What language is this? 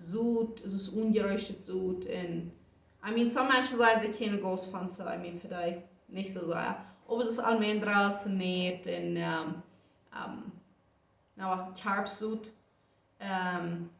Plautdietsch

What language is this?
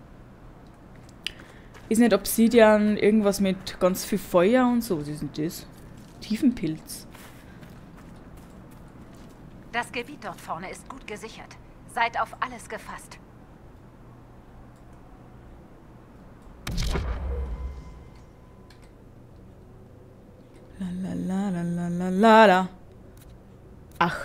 German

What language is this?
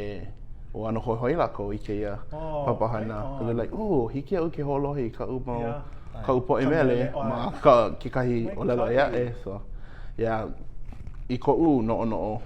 Hawaiian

